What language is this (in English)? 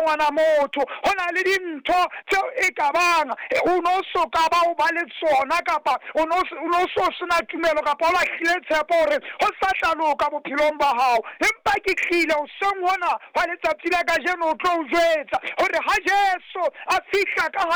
Southern Sotho